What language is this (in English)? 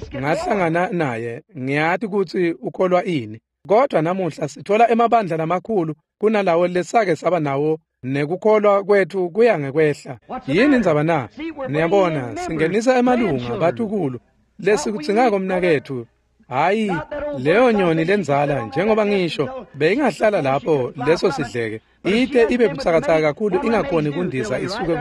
Swati